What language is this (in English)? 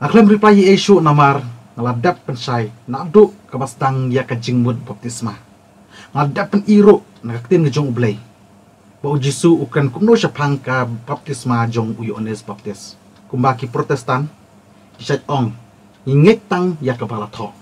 Khasi